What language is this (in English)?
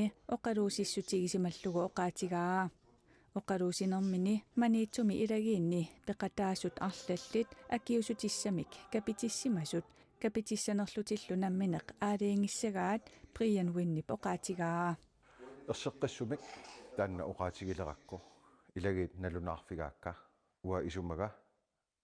Kalaallisut